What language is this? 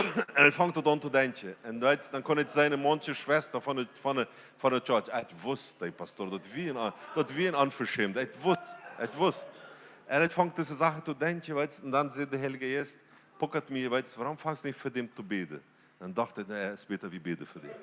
Plautdietsch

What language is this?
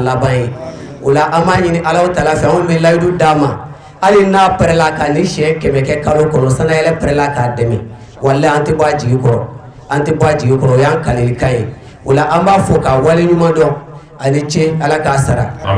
Bambara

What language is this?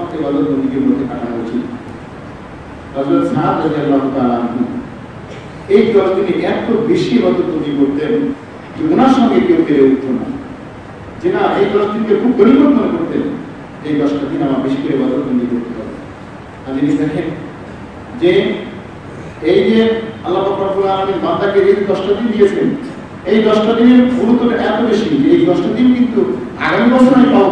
Bangla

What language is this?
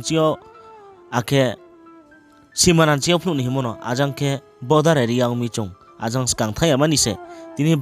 Riang (India)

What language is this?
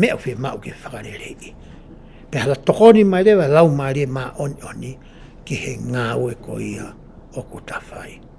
Tongan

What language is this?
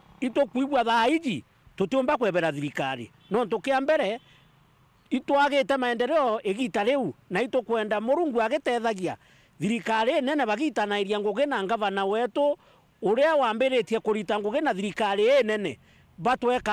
Meru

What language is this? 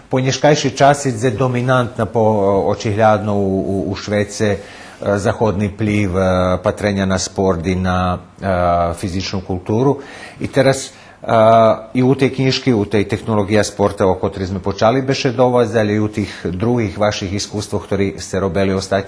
Rusyn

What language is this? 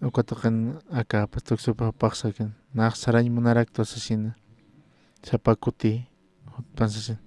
Aymara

